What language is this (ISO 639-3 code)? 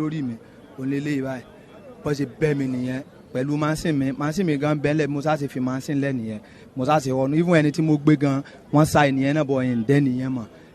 yor